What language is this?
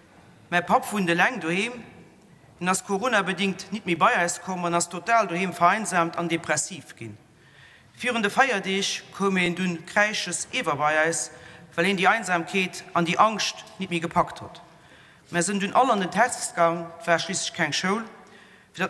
Luxembourgish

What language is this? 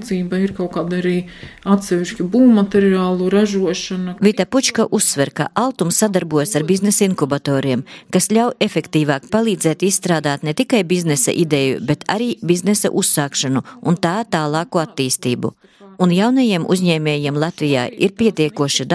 Latvian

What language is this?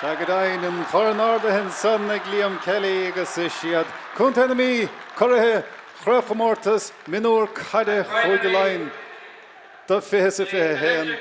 Irish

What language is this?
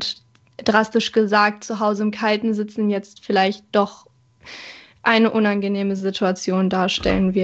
German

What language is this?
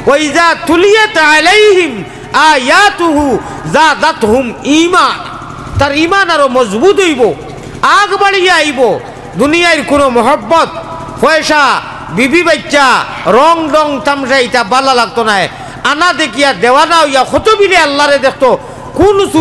Sylheti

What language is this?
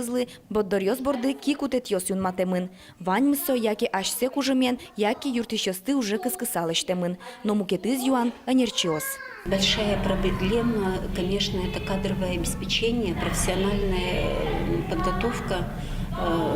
Udmurt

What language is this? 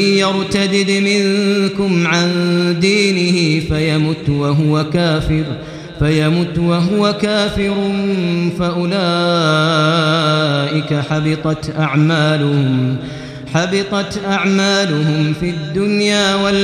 Arabic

